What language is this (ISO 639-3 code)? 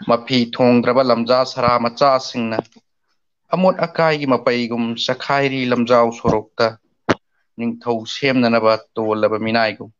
mni